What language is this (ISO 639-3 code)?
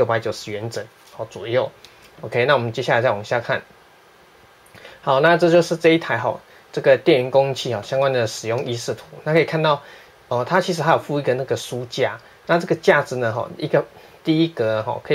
zho